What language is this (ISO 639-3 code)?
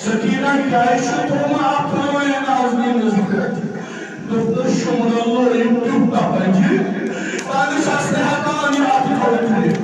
kas